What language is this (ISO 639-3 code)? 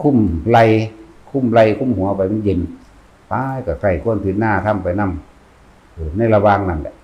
tts